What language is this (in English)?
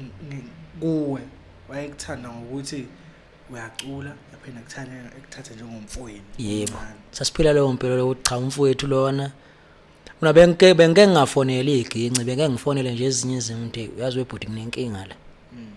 Zulu